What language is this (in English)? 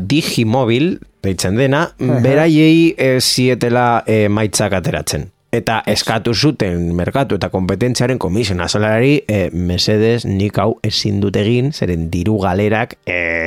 Basque